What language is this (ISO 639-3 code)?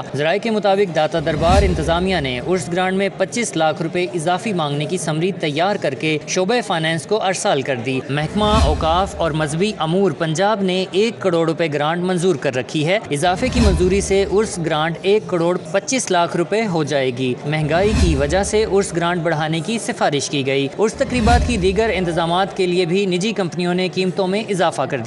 urd